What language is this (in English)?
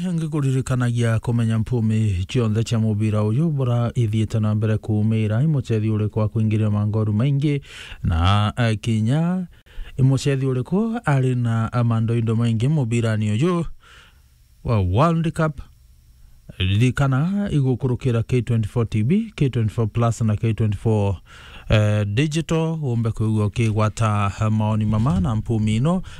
Meru